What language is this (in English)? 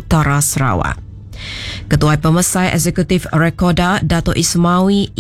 Iban